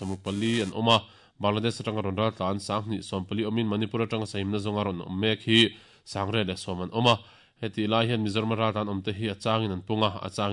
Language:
Mizo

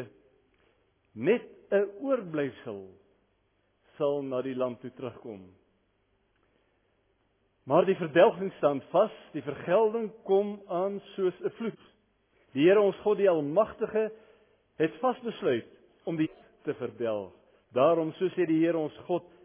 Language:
Afrikaans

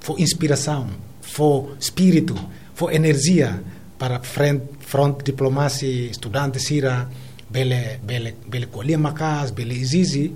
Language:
Tetum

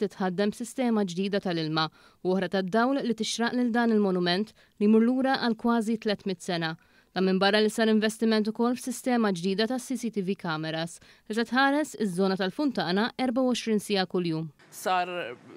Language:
Maltese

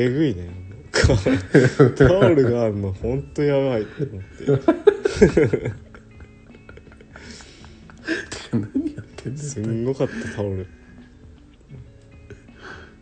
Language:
Japanese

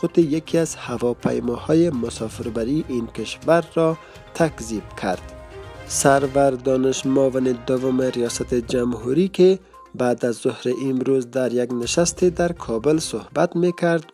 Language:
Persian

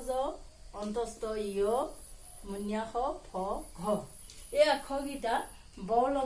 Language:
Assamese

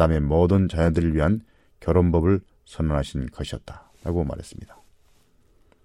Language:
Korean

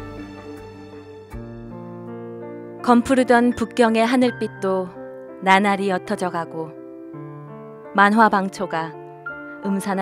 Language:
Korean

